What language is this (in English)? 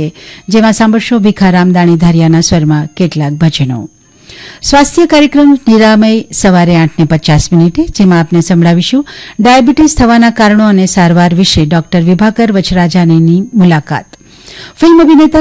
Gujarati